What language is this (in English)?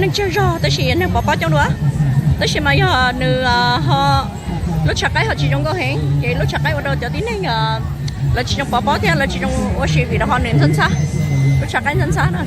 Hmong